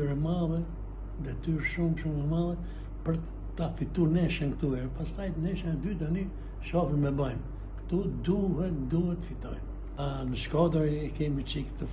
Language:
Albanian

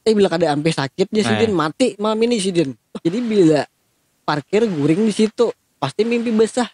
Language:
Banjar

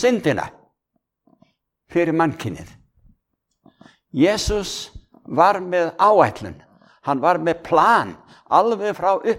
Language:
Icelandic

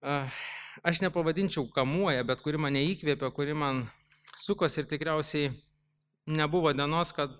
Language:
Lithuanian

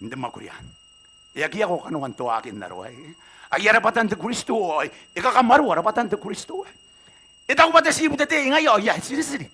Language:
Gilbertese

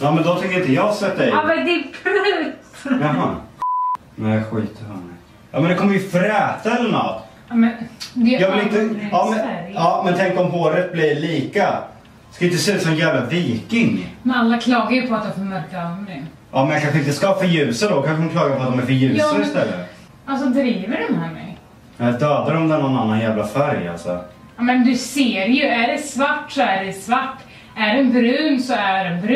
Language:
Swedish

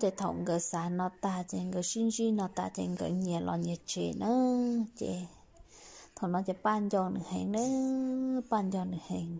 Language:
Hmong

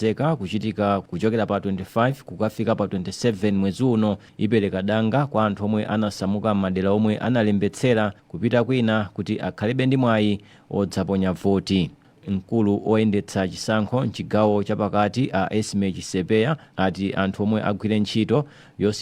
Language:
Nyanja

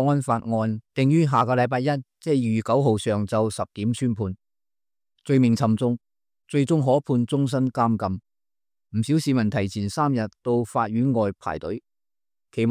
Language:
Cantonese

